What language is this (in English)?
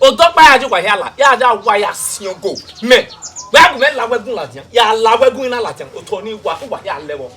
Bini